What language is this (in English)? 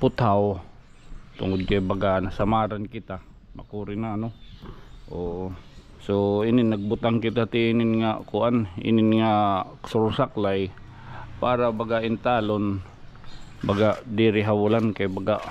Waray